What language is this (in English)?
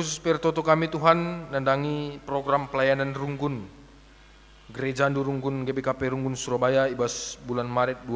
Batak Karo